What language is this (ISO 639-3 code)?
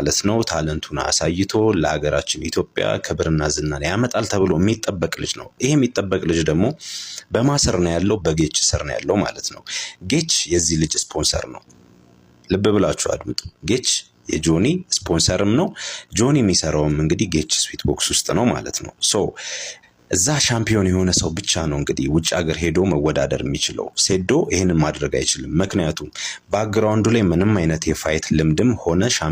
amh